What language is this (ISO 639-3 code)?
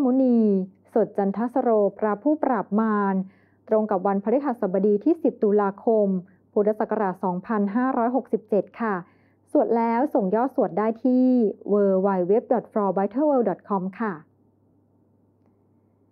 tha